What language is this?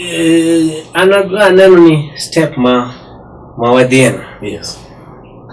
Luo (Kenya and Tanzania)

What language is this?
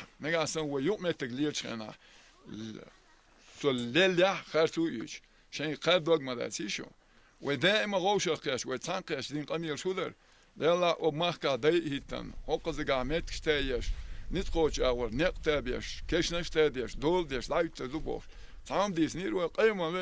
Chechen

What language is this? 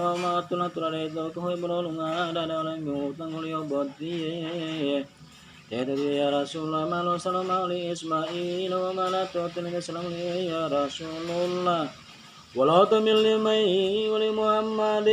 Gorontalo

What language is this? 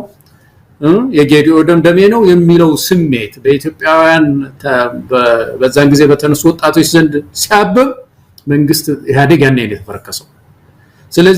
Amharic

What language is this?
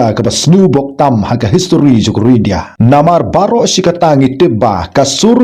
Khasi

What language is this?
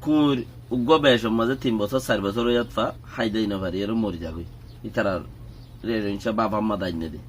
Rohingya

